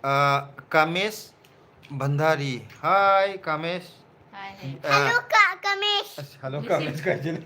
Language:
Manipuri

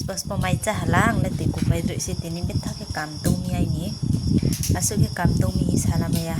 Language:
Riang (India)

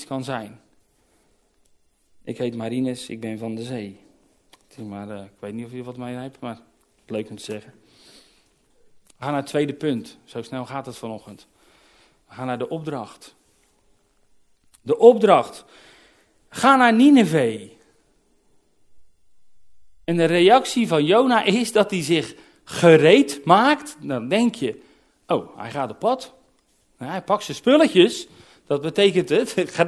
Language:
Dutch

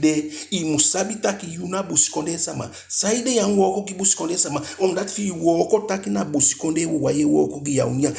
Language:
Eastern Maroon Creole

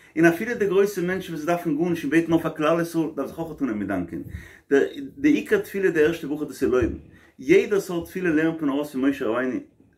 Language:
Yiddish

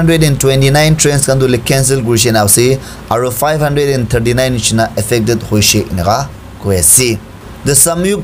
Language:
Naga Pidgin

